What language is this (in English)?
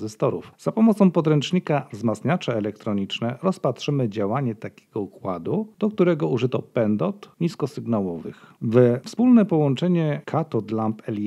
Polish